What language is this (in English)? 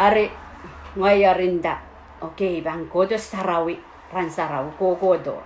Pohnpeian